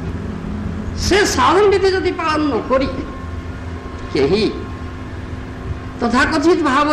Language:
Odia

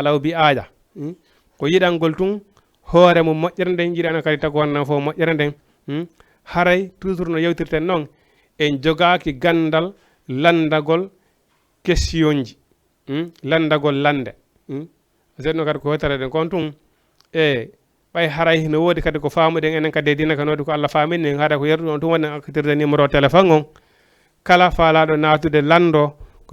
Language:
Fula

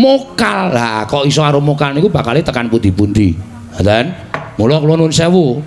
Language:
Javanese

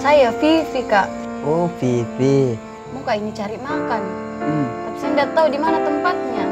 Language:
Makassar Malay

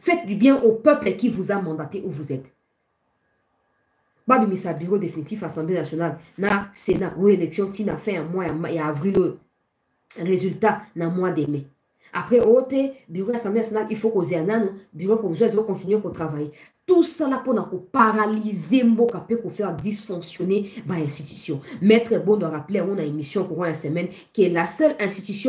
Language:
French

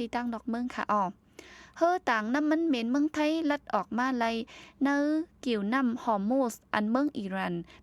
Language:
Shan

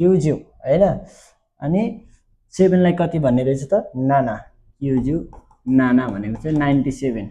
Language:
Nepali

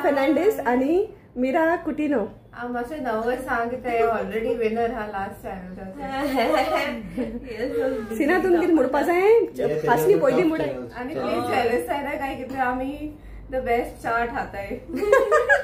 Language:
Konkani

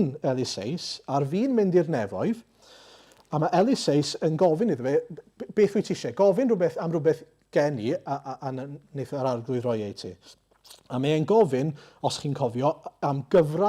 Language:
Welsh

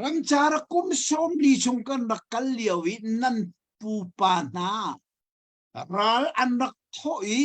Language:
Hakha Chin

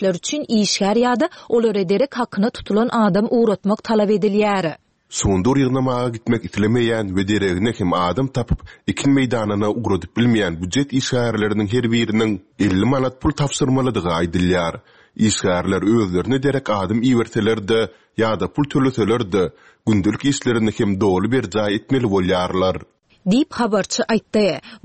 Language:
Turkmen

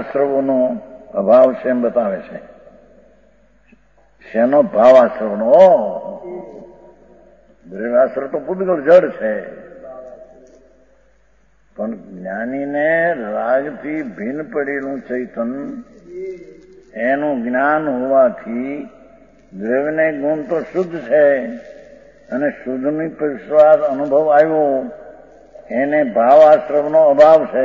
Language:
Gujarati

